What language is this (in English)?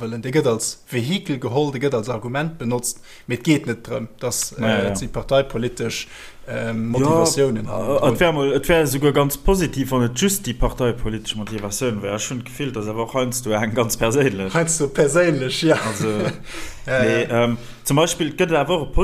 Luxembourgish